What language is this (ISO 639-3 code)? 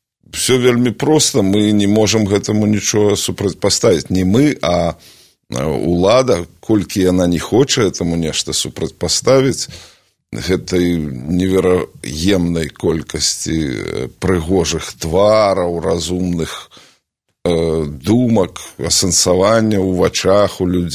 bel